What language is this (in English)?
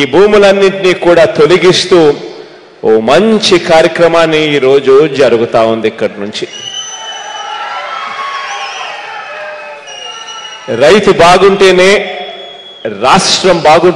Telugu